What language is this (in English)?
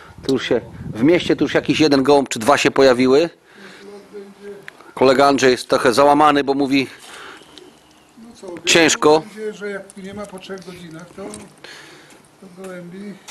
Polish